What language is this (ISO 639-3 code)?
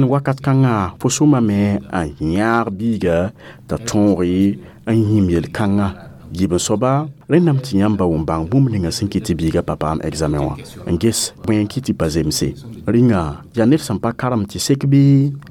mos